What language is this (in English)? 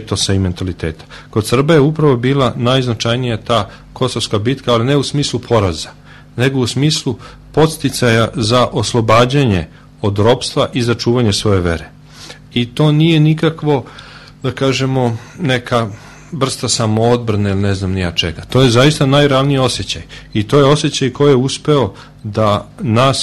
Serbian